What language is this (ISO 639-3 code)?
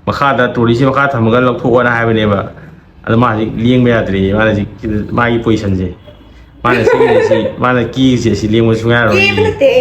mni